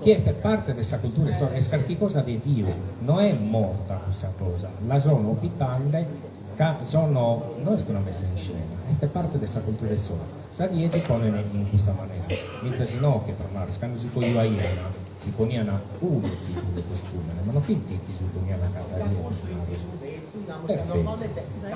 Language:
Sardinian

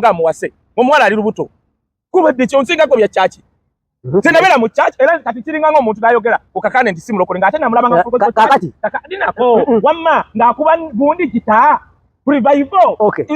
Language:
Ganda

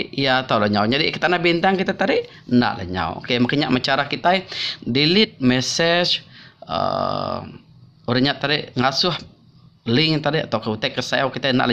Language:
Iban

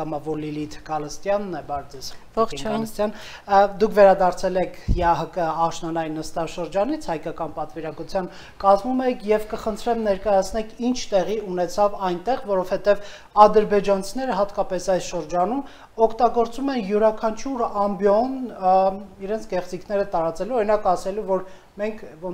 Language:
Armenian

